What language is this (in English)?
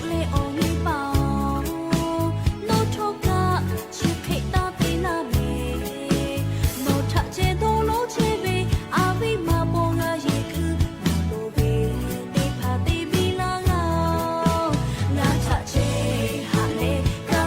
Lahu